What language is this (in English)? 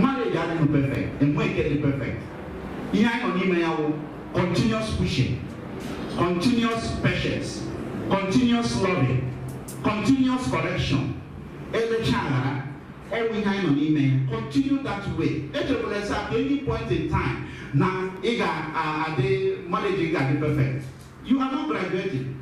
Igbo